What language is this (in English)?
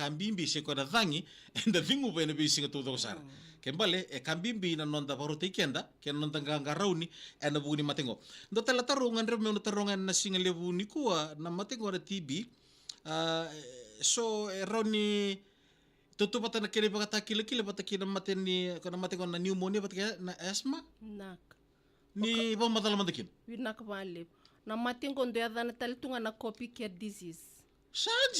Fijian